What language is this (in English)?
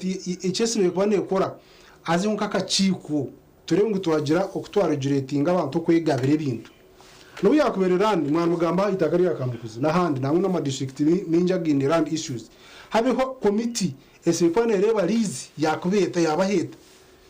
Nyankole